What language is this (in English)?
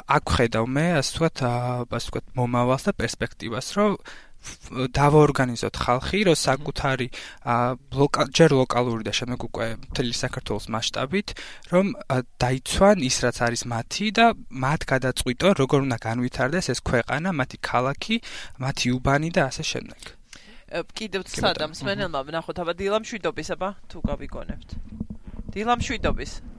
Georgian